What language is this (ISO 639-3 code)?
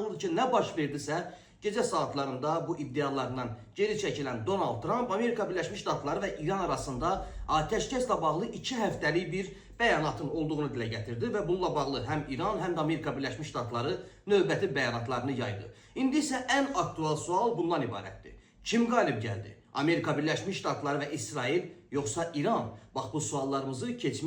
aze